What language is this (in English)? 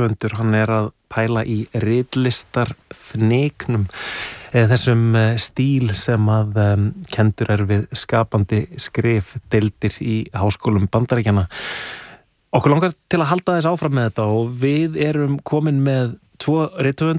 Icelandic